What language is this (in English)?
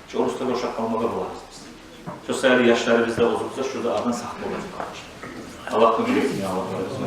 Kumyk